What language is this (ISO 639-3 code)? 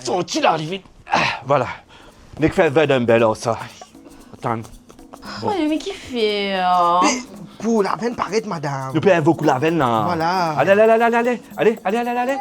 mfe